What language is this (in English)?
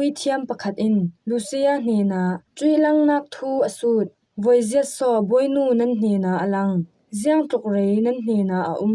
Falam Chin